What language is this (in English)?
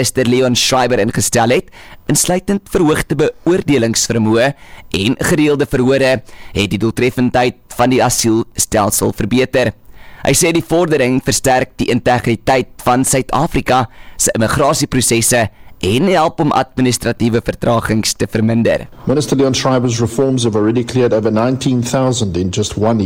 Afrikaans